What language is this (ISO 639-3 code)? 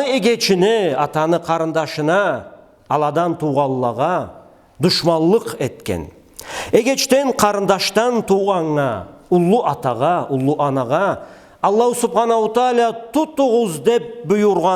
krc